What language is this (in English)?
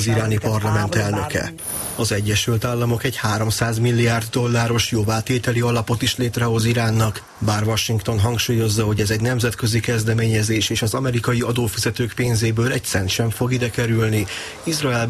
Hungarian